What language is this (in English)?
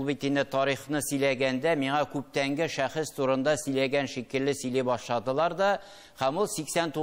Tatar